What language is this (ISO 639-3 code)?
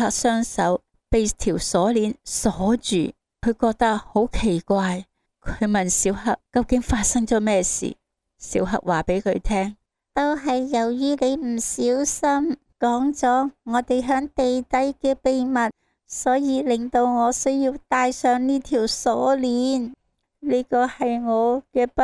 yue